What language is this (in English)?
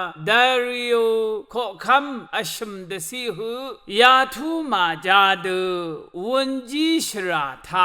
Rawang